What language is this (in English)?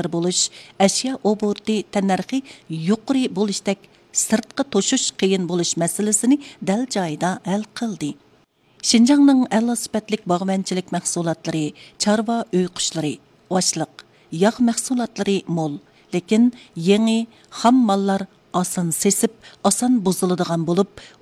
Uyghur